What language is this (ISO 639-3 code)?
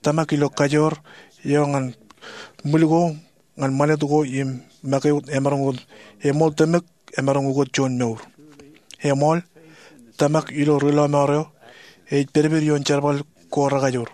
mah